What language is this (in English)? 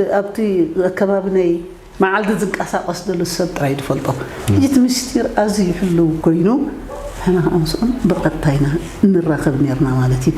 Tigrinya